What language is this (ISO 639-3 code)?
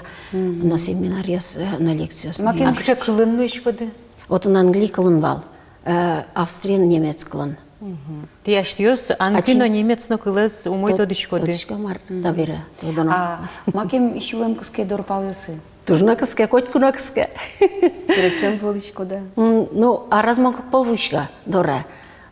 udm